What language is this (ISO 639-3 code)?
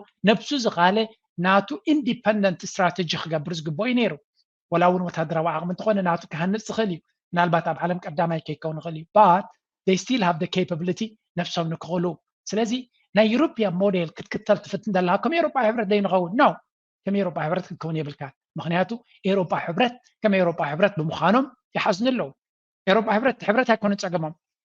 tir